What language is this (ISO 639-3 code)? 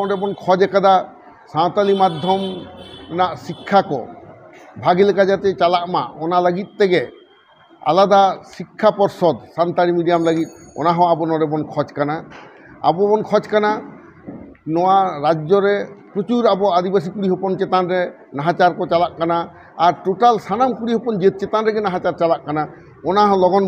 sat